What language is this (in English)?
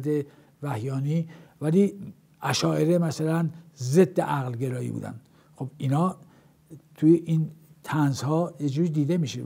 Persian